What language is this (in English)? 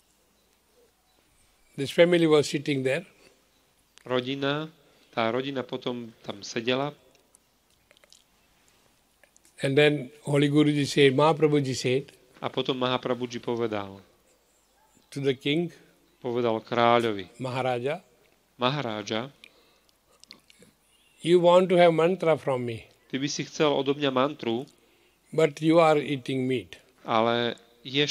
Slovak